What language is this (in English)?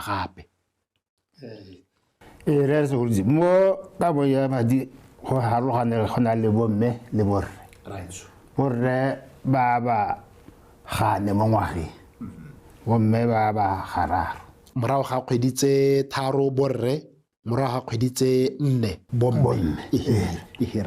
Tswana